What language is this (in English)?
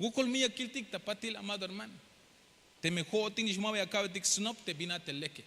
Tzeltal